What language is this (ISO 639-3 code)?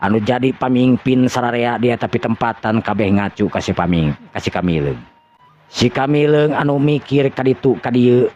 sun